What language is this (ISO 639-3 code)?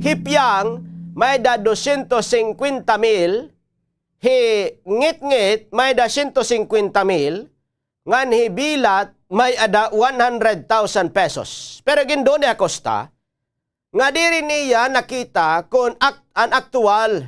war